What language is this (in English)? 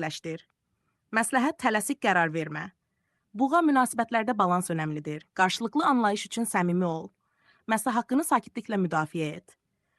Azerbaijani